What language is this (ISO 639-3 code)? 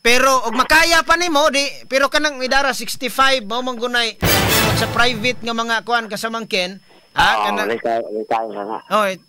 ceb